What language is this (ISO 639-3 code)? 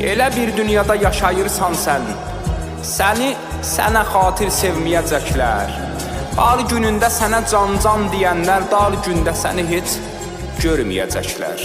azb